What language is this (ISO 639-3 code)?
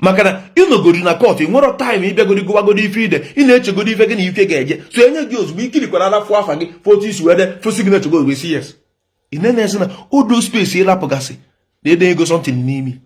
ibo